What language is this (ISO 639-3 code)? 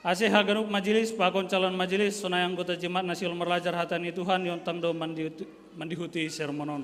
bts